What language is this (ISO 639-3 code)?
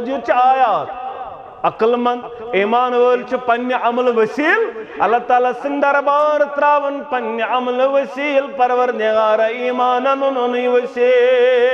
kas